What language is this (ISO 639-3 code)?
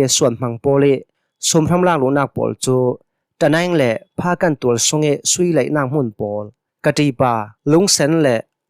cnh